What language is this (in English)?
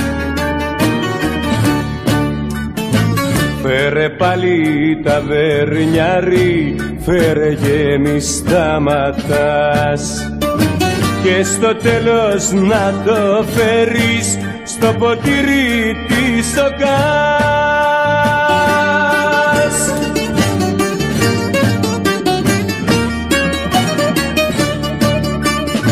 Greek